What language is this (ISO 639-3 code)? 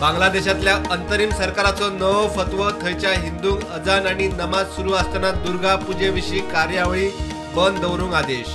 kok